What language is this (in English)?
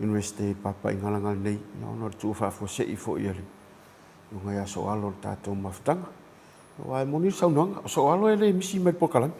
Samoan